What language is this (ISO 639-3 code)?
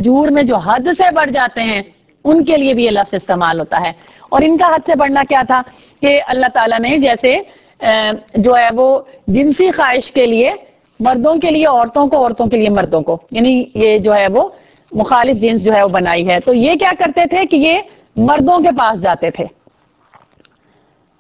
urd